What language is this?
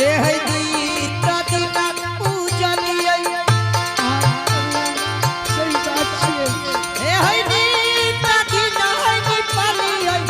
Angika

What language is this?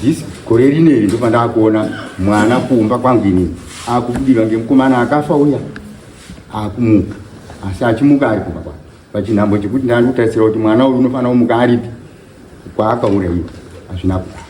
Shona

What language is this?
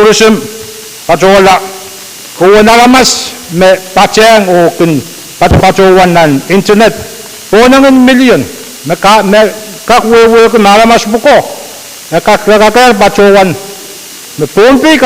Pohnpeian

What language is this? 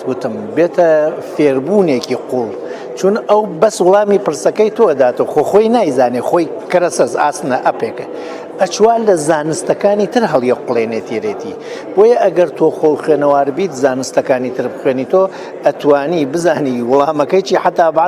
Central Kurdish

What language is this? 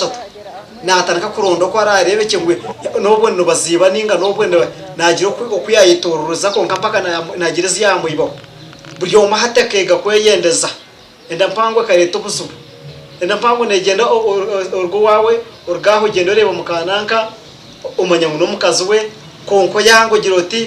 Nyankole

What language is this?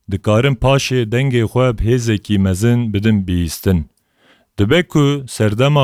Kurdish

